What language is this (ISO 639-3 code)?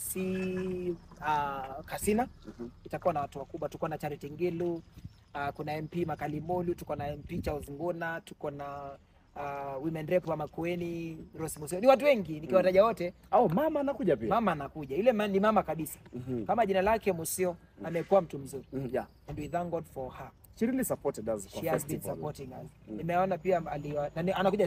swa